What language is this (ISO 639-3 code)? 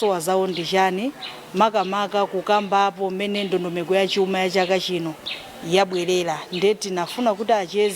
nya